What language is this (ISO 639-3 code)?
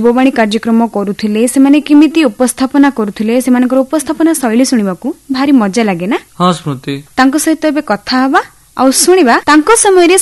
ori